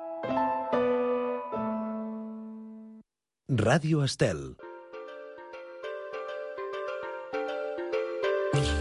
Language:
Catalan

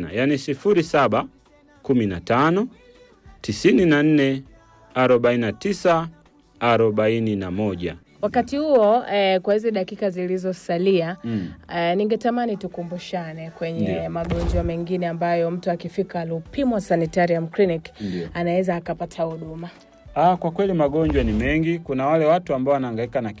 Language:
Swahili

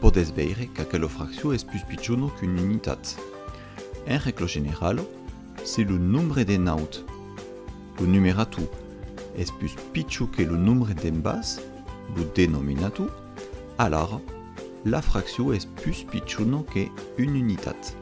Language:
Occitan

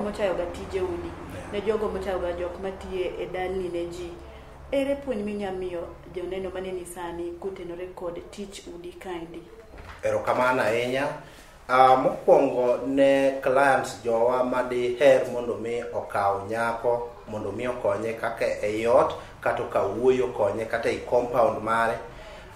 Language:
Luo (Kenya and Tanzania)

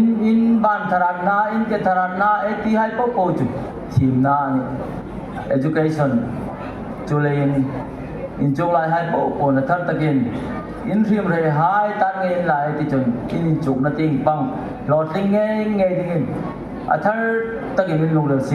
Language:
Hmar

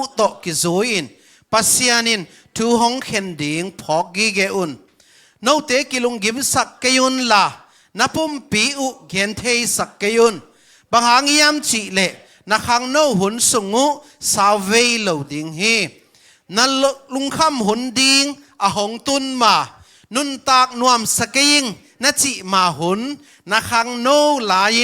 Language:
Tedim Chin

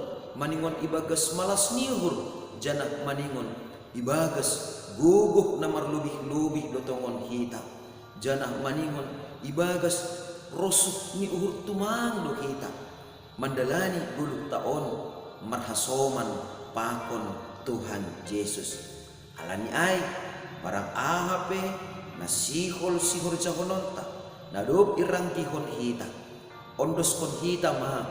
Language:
Batak Simalungun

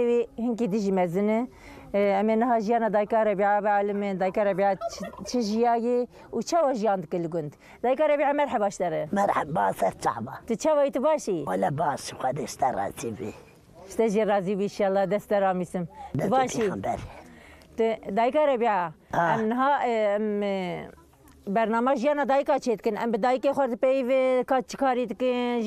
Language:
Kurdish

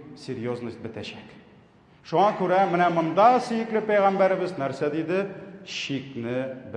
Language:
Tatar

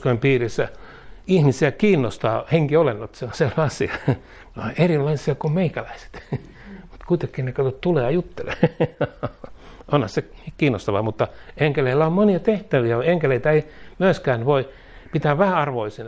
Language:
Finnish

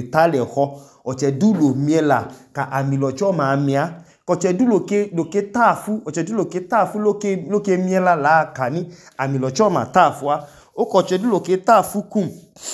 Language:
Idoma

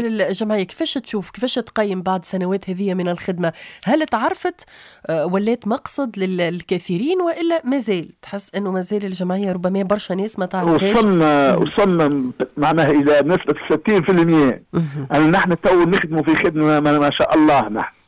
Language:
Tunisian Arabic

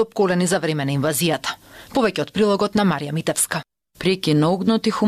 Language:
Macedonian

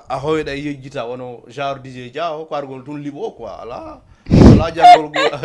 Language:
Fula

